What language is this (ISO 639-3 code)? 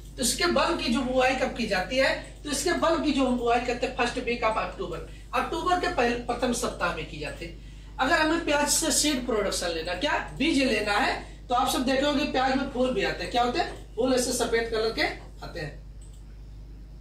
hin